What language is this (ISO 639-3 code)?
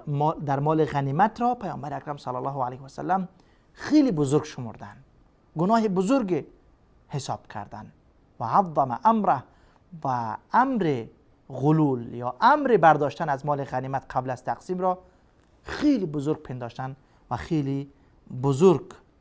fas